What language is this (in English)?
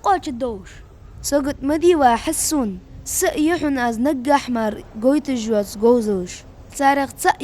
Ingush